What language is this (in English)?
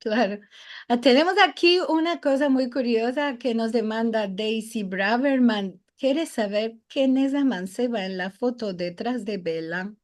Ladino